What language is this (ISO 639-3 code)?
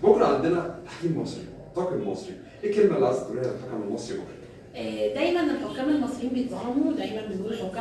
arz